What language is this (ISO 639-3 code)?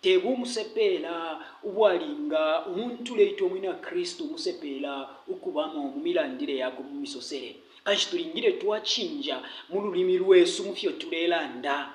bem